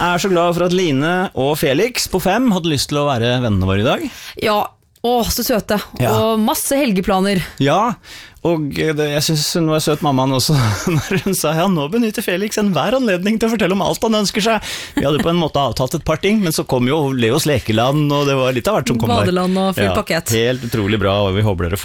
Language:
Norwegian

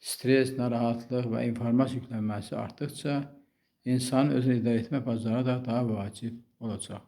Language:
Azerbaijani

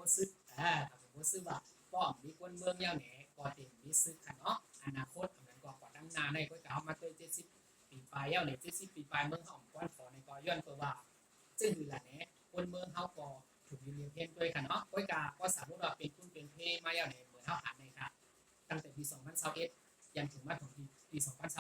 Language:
Shan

